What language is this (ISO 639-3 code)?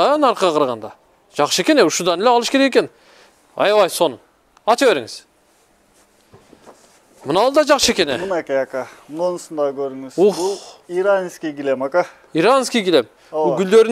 kir